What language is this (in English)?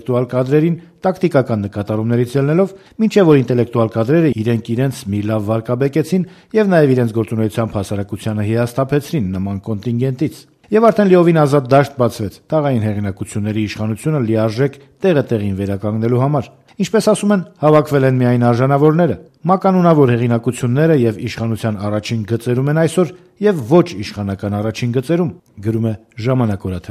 Armenian